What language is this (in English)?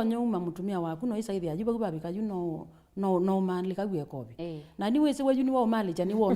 Kamba